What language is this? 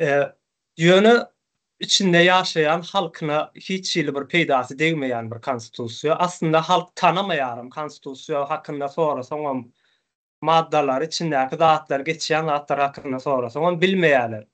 Turkmen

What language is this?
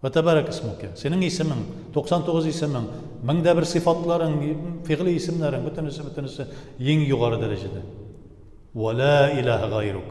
Tatar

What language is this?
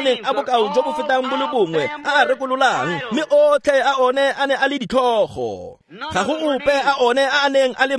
Tswana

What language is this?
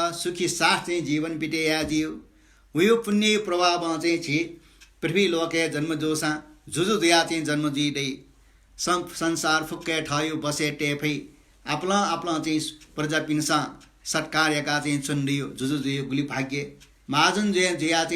Newari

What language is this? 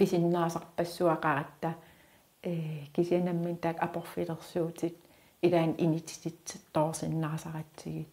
Kalaallisut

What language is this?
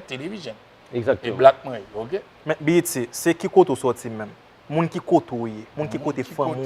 Haitian Creole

